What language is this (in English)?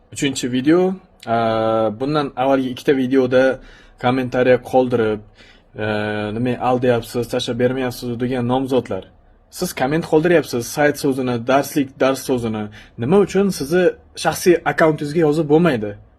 Uzbek